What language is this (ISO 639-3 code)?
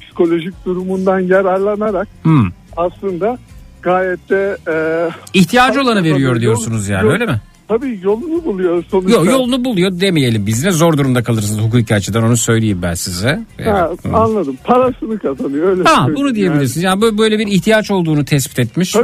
tur